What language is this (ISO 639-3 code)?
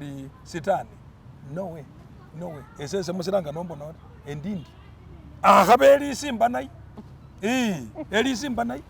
myx